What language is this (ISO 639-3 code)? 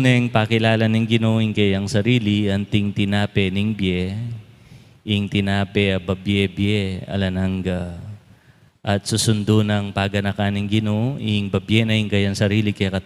pam